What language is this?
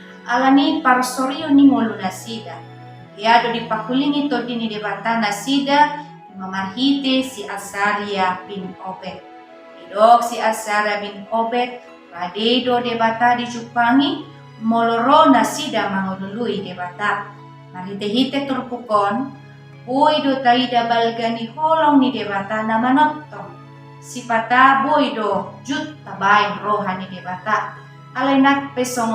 Batak Toba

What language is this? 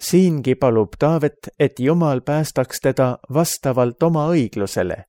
Estonian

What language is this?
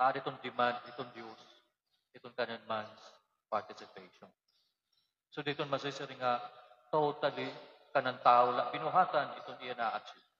Waray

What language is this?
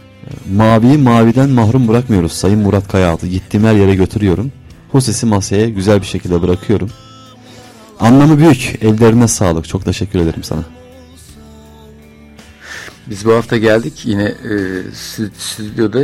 Turkish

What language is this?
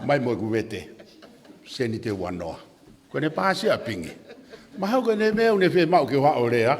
Tongan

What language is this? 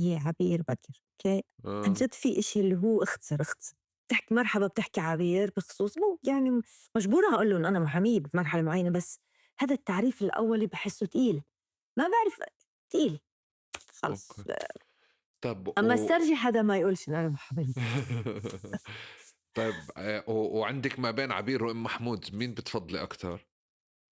North Levantine Arabic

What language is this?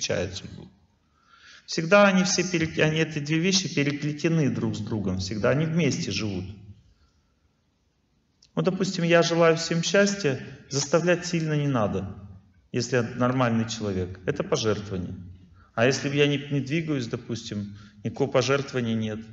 Russian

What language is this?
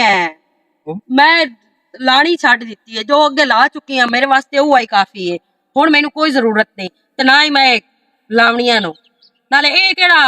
Western Panjabi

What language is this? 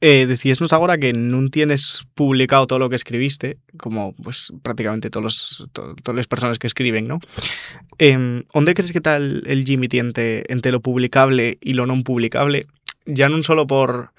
Asturian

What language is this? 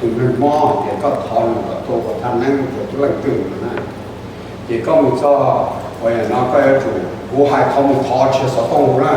Hmong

